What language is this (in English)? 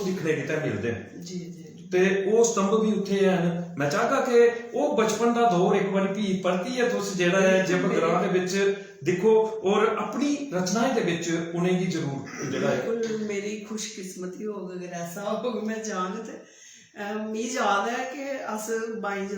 Dogri